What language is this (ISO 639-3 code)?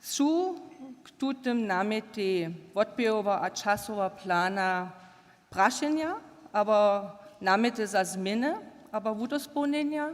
hsb